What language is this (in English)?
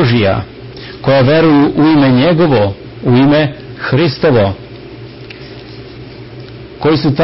Serbian